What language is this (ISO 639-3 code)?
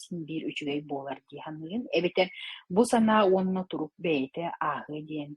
sah